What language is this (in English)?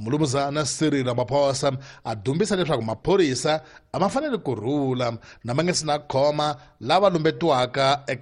Tsonga